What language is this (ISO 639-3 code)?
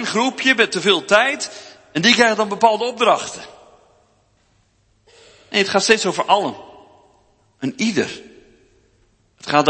nld